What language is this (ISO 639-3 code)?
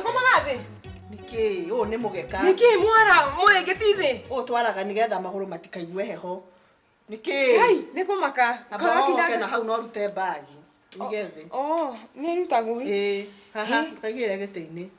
kik